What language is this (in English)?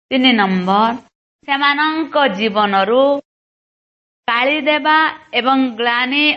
Odia